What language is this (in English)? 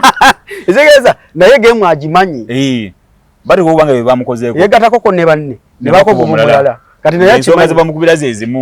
Ganda